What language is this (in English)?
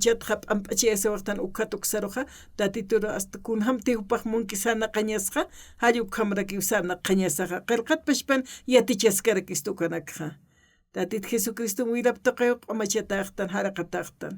Aymara